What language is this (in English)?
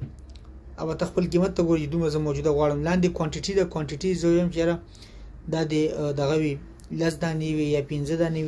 Pashto